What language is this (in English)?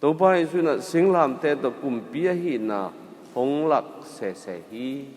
Tedim Chin